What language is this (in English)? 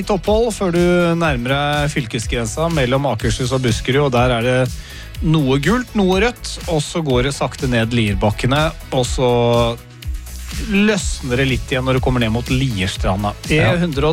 Norwegian